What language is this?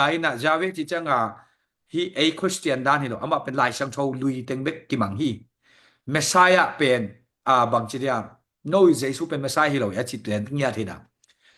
Tedim Chin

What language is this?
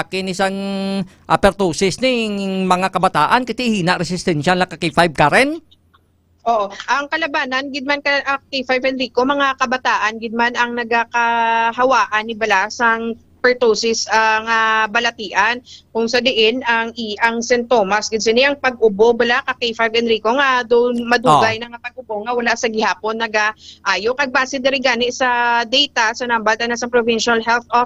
Hiligaynon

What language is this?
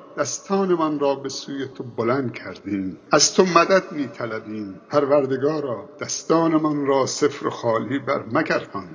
Persian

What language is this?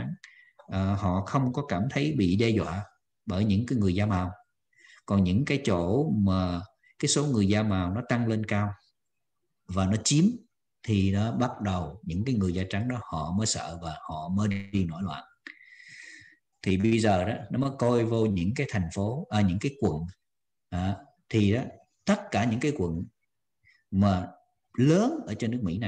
Vietnamese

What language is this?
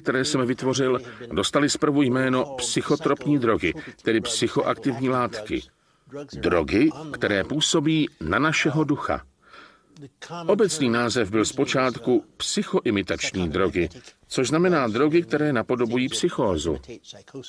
Czech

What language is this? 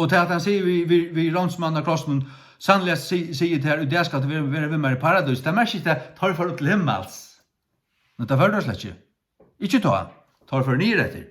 Faroese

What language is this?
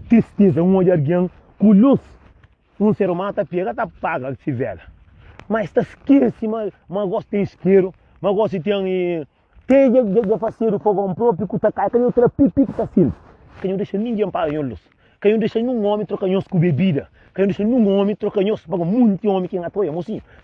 Kabuverdianu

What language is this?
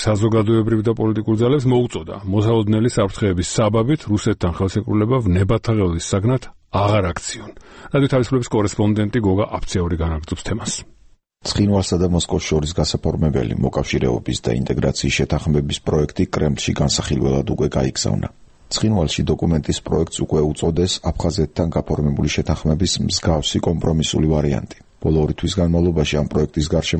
Georgian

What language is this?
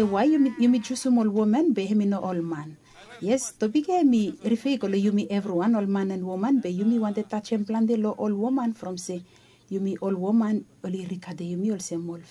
Bislama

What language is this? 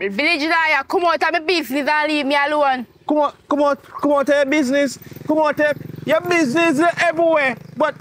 Jamaican Creole English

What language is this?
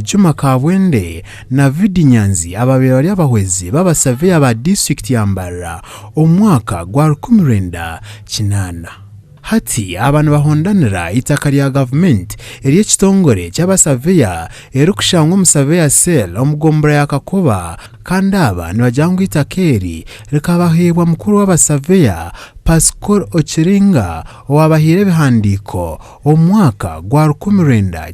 Nyankole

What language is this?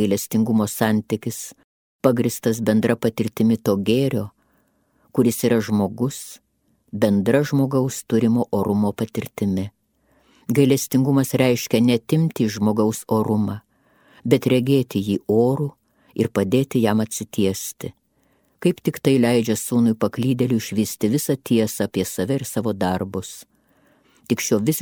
Lithuanian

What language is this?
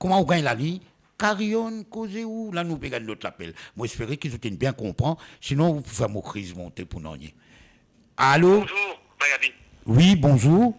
Morisyen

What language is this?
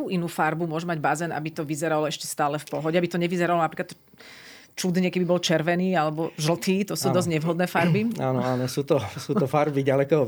Slovak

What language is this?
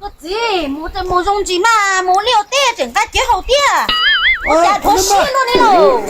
Hmong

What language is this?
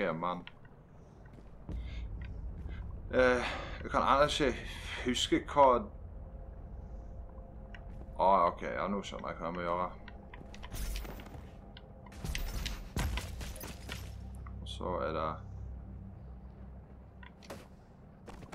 Norwegian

